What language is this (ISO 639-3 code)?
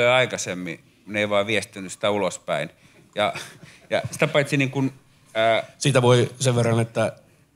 fin